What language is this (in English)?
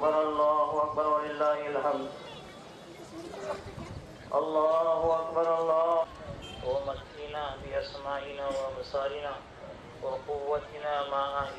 Kannada